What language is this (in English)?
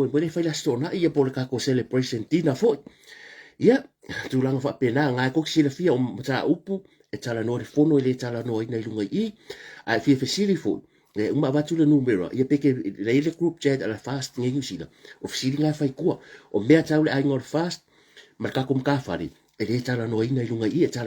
Samoan